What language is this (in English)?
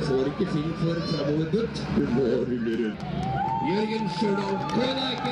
Norwegian